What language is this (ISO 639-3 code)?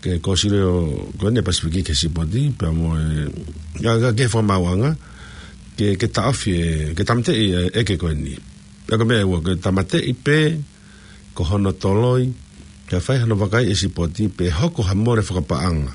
ton